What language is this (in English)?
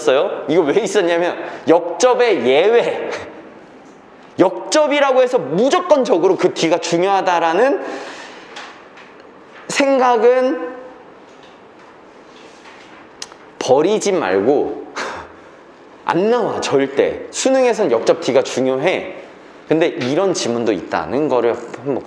Korean